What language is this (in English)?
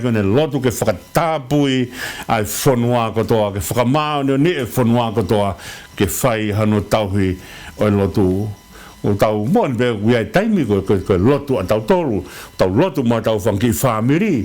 Tongan